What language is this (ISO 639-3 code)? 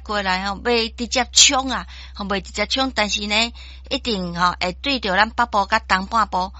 nan